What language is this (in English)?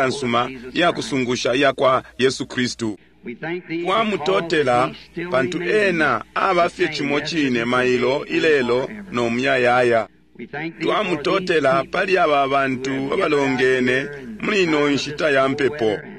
Bemba